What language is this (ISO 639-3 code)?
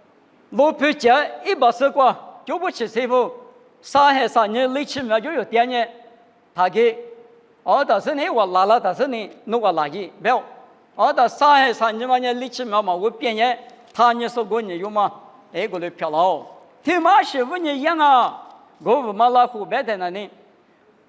lis